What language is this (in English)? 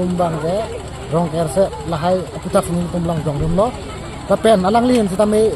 Karbi